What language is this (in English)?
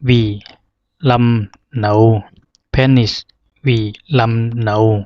Zhuang